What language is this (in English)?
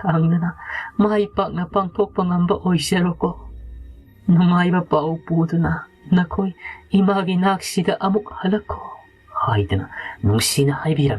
Manipuri